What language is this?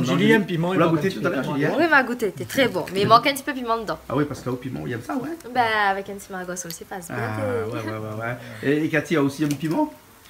Réunion Creole French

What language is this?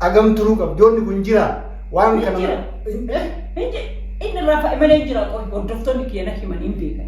Oromo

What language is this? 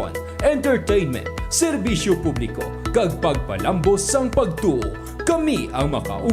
Hiligaynon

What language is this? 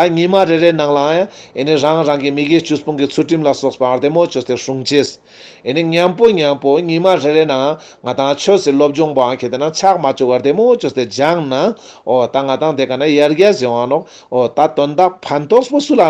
Ladakhi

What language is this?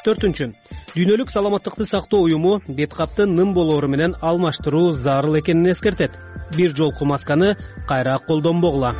Kyrgyz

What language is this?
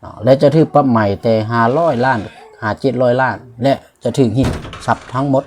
Lao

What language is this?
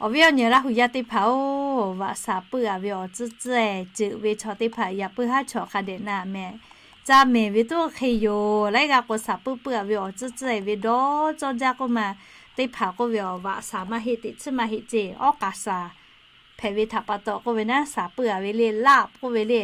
Lahu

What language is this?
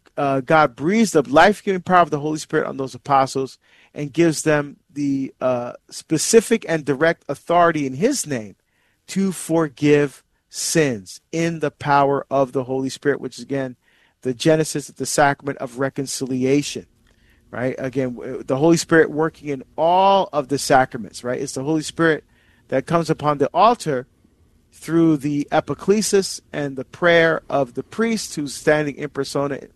English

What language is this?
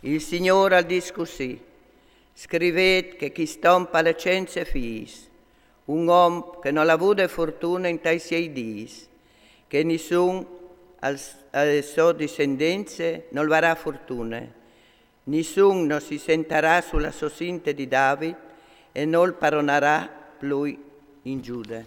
Friulian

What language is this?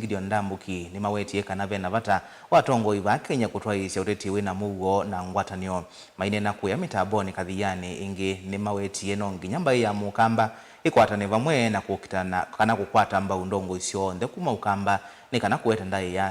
Kamba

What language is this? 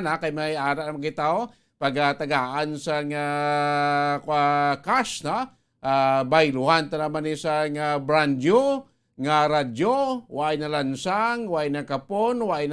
Hiligaynon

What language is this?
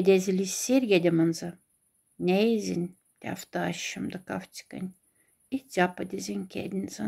Moksha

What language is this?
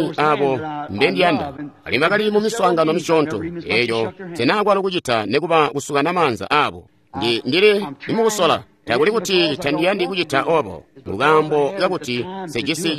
Tonga (Zambia)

